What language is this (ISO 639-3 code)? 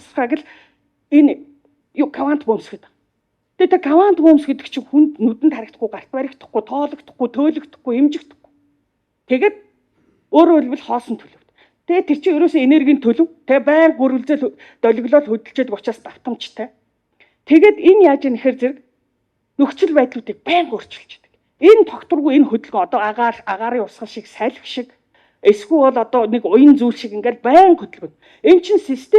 mon